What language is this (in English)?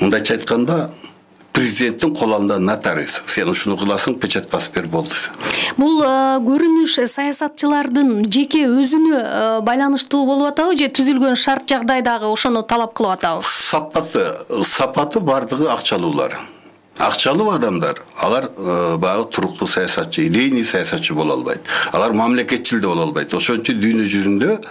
Kyrgyz